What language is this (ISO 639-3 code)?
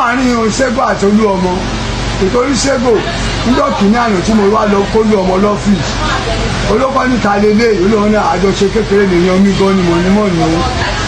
yor